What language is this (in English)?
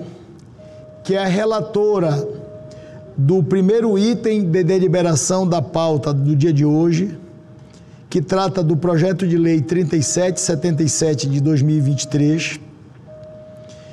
Portuguese